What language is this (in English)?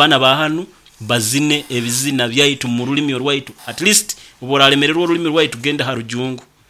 Nyoro